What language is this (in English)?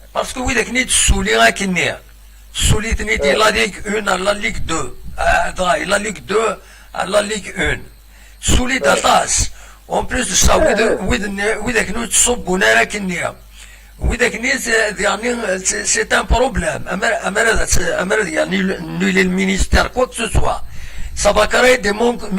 Kabyle